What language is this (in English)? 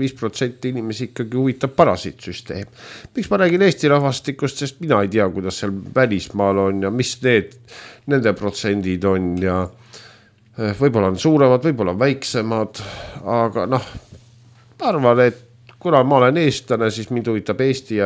Estonian